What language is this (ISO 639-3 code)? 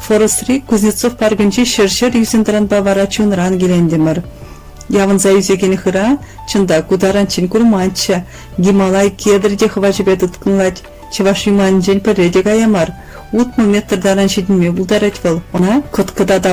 chv